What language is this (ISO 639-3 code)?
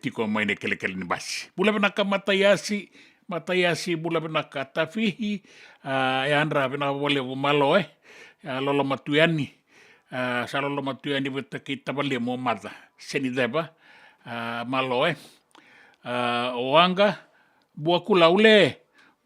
fij